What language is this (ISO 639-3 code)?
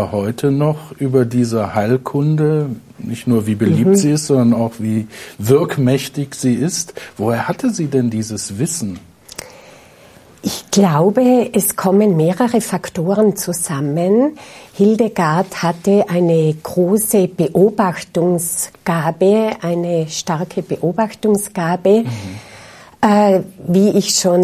deu